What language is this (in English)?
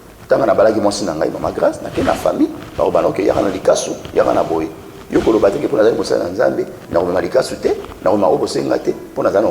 Lingala